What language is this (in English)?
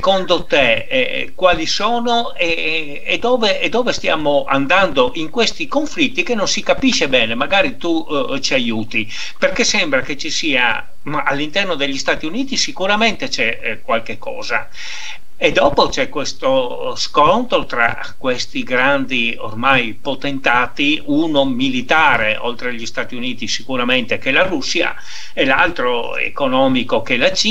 Italian